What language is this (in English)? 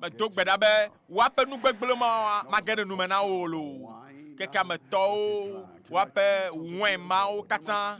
Ewe